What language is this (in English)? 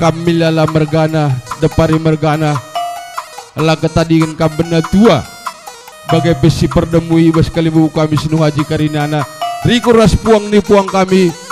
Batak Karo